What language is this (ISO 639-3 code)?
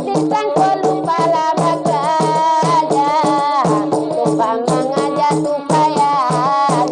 min